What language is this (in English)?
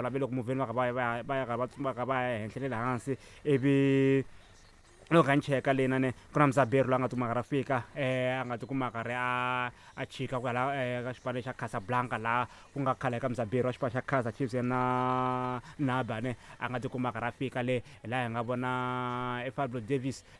Tsonga